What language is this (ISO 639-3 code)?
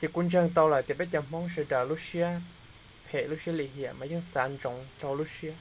hmn